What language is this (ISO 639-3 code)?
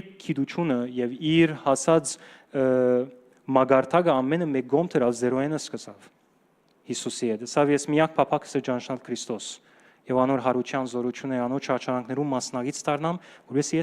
hyw